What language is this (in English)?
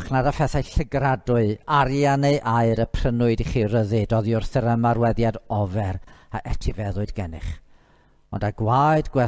Welsh